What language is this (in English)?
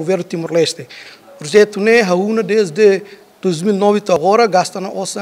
Tetum